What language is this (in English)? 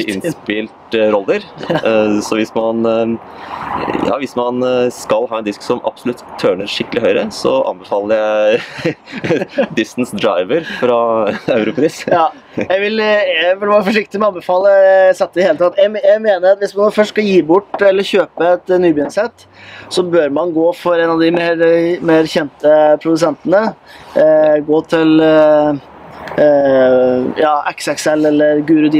Norwegian